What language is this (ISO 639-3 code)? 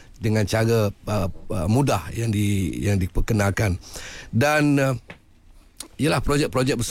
msa